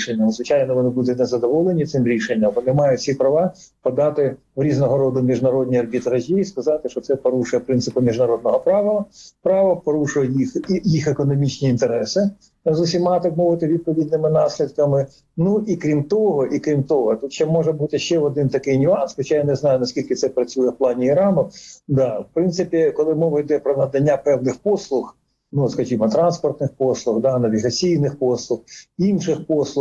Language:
Ukrainian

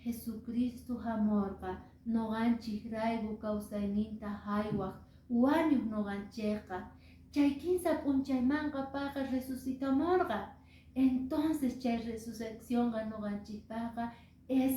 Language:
Quechua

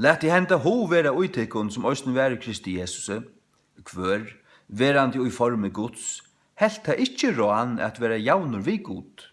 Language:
Faroese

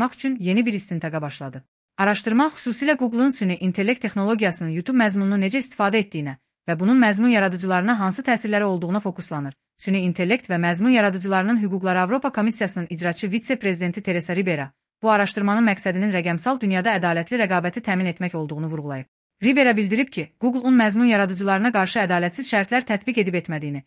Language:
Azerbaijani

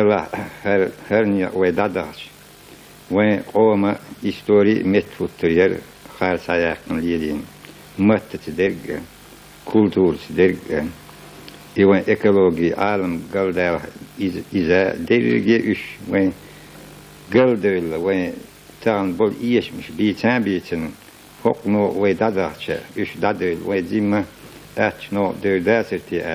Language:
Chechen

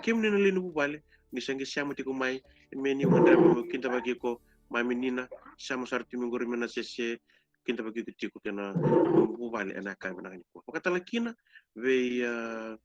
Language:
Fijian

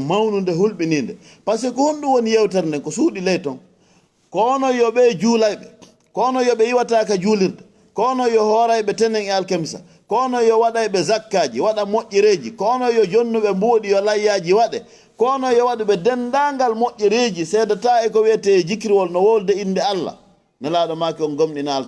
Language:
Fula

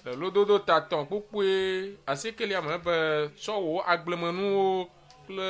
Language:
Ewe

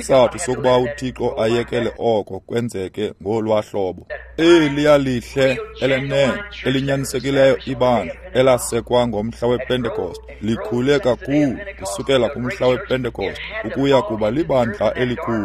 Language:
Xhosa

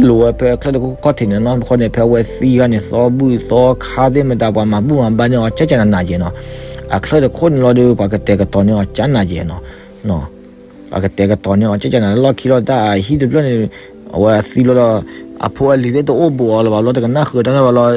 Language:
S'gaw Karen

